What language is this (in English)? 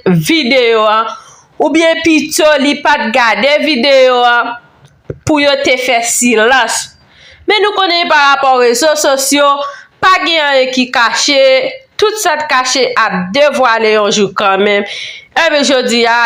Haitian Creole